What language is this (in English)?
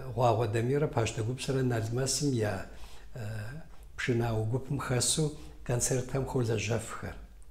Kabardian